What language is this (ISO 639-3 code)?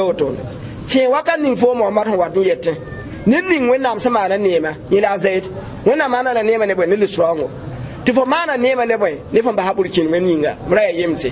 mos